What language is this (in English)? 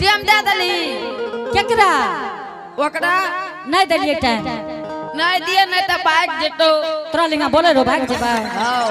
Angika